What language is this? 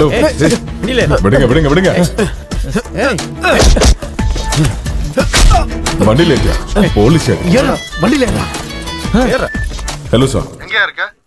Tamil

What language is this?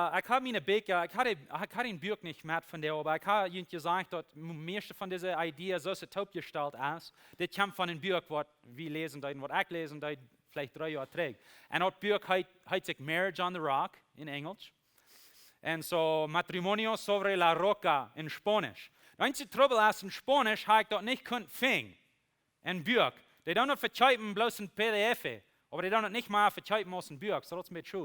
Plautdietsch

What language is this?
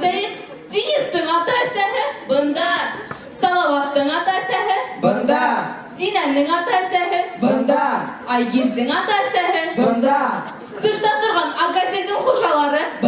Bashkir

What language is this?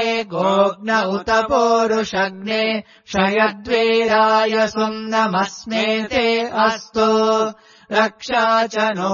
Sanskrit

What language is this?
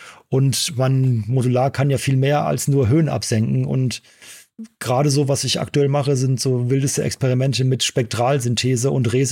German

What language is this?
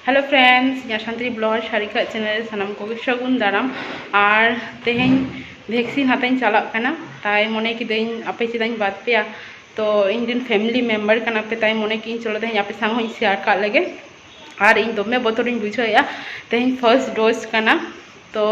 Santali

